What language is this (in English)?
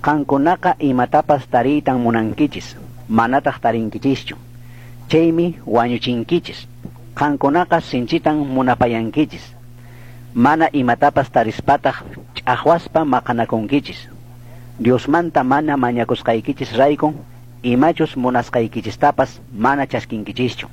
Chimborazo Highland Quichua